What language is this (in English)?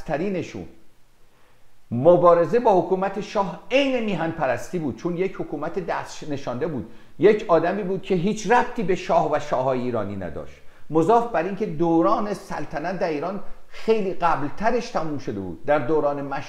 Persian